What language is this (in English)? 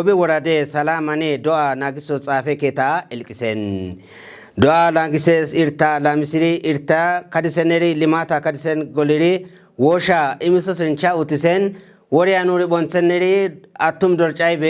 Kafa